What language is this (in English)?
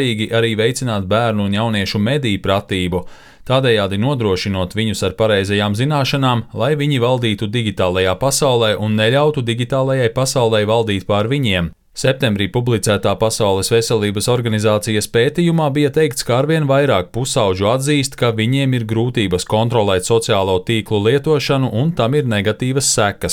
Latvian